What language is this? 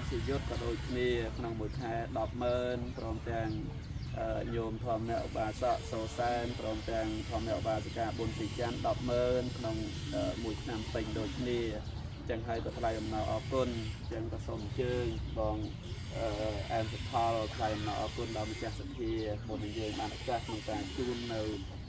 Khmer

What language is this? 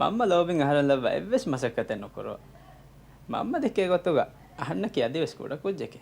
Divehi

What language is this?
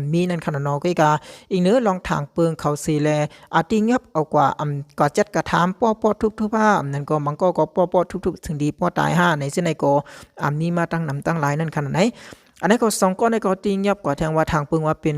Shan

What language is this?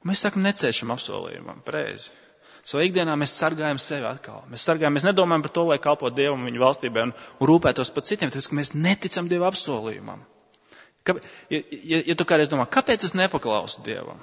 Latvian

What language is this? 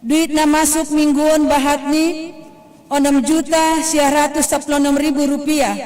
Batak Simalungun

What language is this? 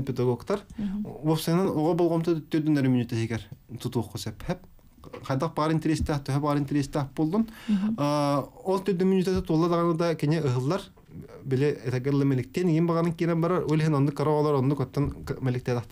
Yakut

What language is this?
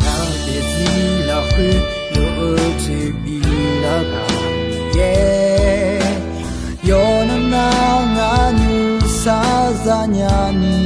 Akha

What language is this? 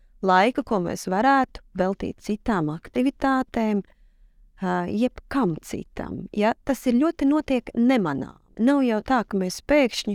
Latvian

